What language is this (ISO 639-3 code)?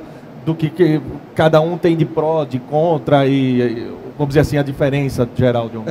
por